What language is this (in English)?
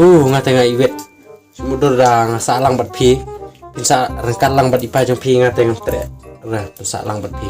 Khasi